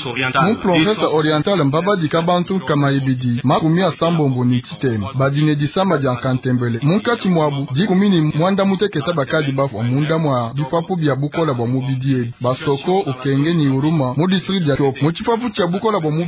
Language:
Luba-Lulua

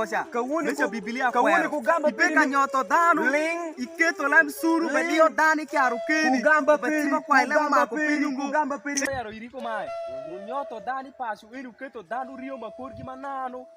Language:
Alur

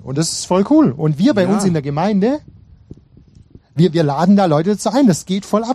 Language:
German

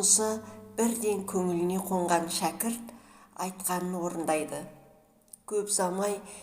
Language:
Kazakh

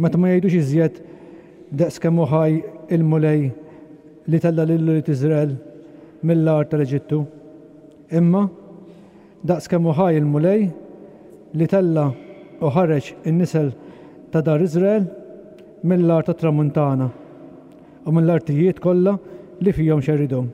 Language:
Maltese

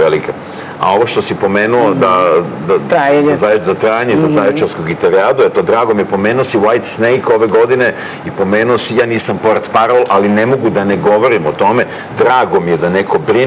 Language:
Serbian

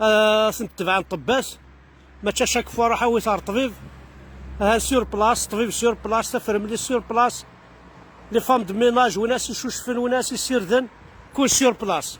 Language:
Kabyle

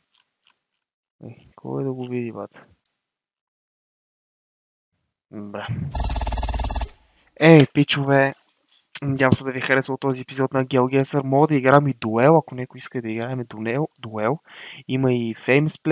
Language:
Bulgarian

